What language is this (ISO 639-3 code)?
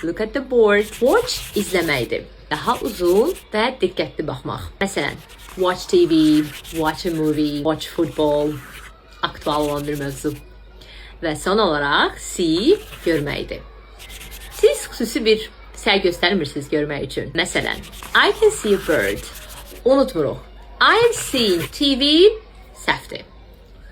aze